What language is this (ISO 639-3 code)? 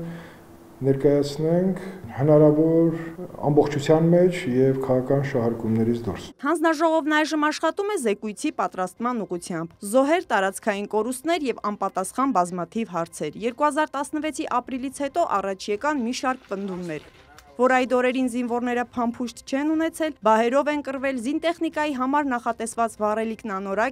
hye